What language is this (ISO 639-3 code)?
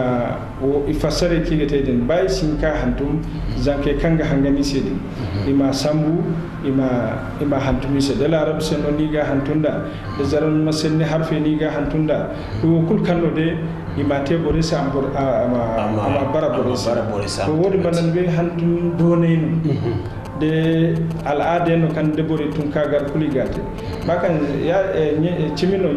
dje